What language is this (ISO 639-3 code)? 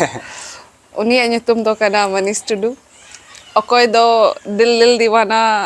sat